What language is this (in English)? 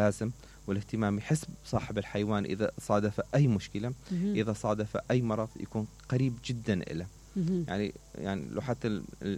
Mesopotamian Arabic